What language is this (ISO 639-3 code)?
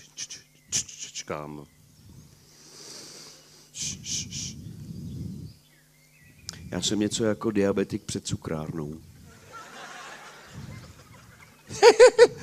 ces